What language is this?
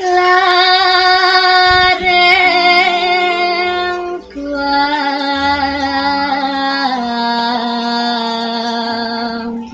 Balinese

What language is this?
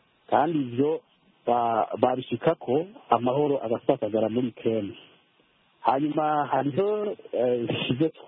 Kinyarwanda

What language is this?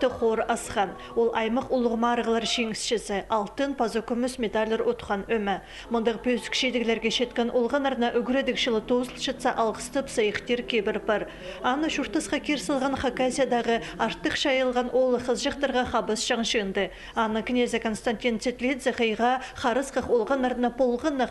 Khakas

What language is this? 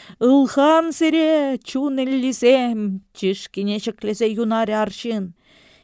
Chuvash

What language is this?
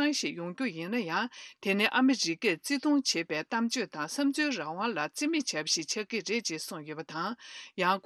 Tibetan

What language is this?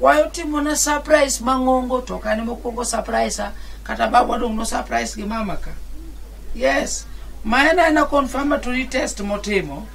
Luo (Kenya and Tanzania)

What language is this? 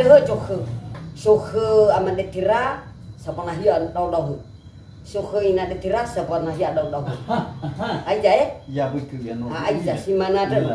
Nias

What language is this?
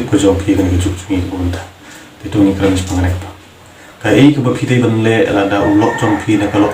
Khasi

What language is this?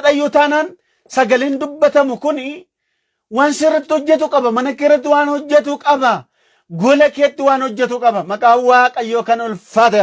Oromo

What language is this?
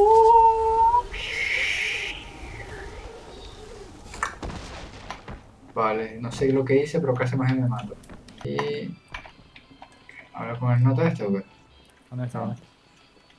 Spanish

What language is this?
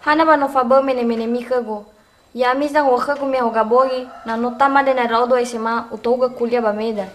Nias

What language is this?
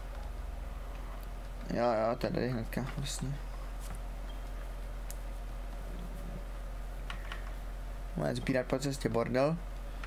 Czech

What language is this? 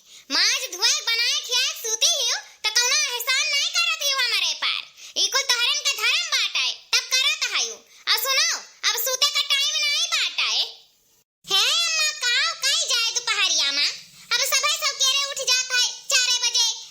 Awadhi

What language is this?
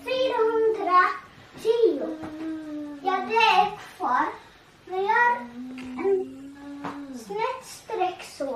Faroese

